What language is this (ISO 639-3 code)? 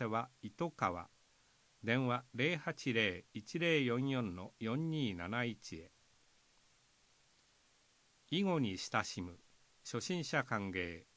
jpn